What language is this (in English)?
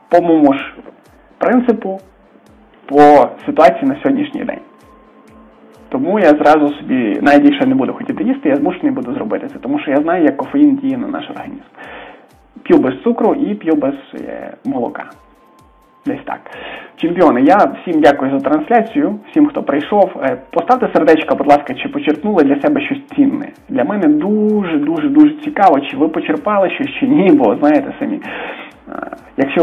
Ukrainian